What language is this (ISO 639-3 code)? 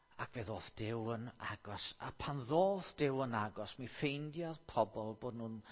cym